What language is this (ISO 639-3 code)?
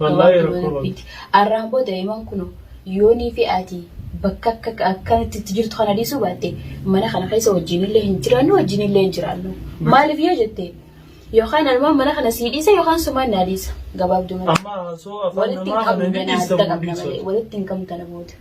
orm